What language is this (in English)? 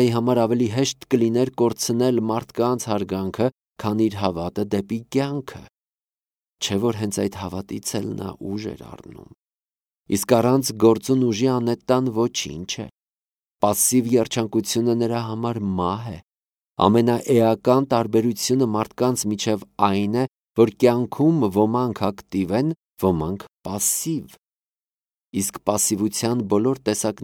Armenian